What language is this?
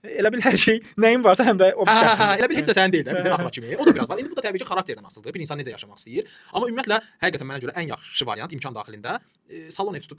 Azerbaijani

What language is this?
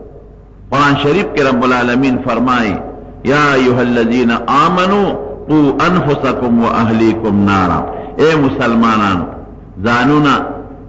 Pashto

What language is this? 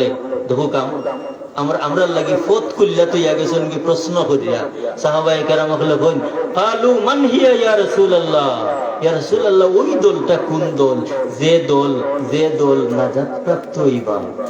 Sylheti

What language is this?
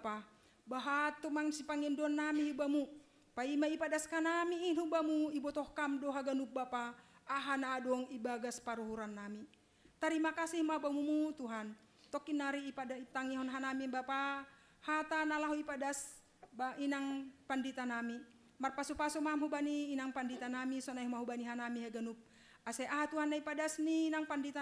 Batak Simalungun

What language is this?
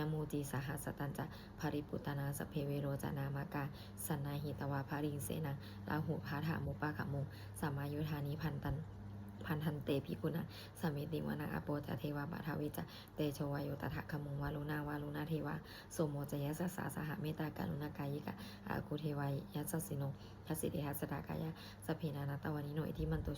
Pali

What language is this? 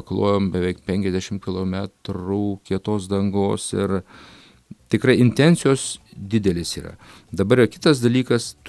Lithuanian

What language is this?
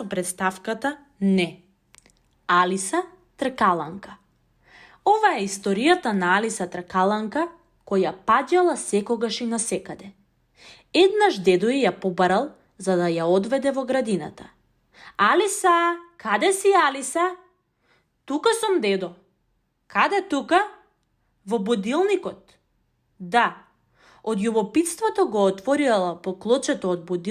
Macedonian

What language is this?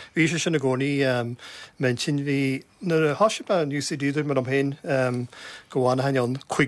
Irish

